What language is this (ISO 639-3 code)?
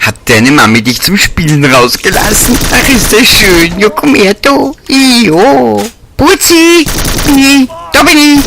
bar